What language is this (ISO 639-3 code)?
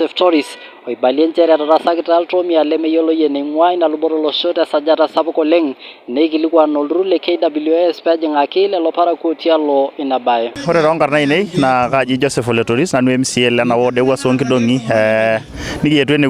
mas